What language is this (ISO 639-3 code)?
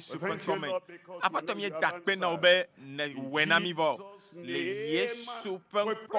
ewe